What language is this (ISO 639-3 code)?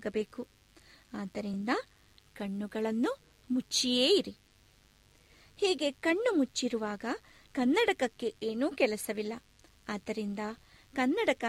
kan